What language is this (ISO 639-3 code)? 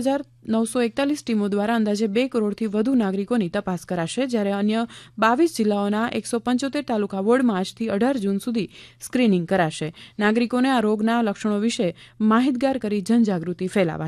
guj